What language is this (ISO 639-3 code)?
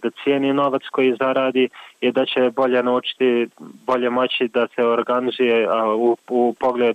bos